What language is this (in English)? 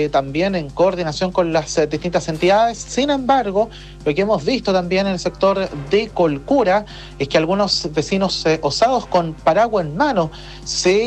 Spanish